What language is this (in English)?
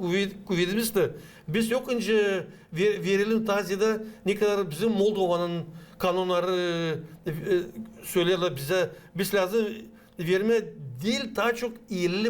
Gagauz